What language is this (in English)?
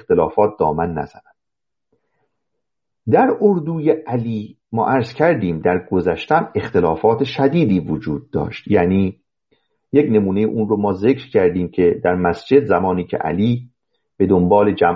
Persian